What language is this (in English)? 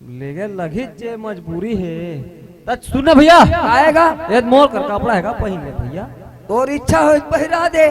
Chhattisgarhi